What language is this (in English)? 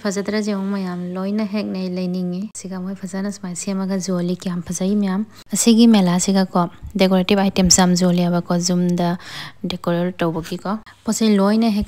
Manipuri